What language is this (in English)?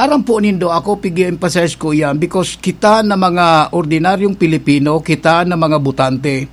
Bikol